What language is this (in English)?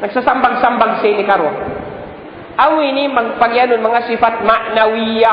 Tausug